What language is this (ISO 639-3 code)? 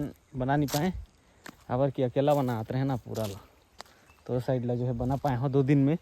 hne